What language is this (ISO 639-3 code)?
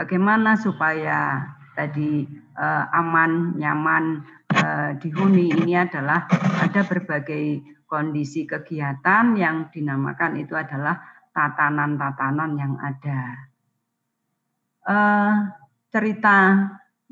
ind